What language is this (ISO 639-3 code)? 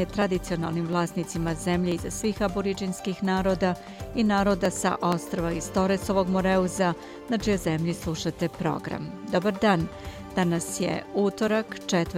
srp